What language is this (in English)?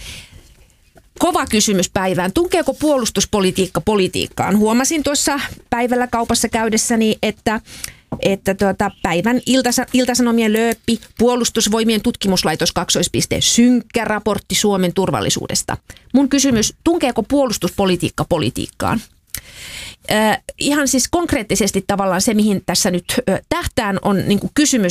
Finnish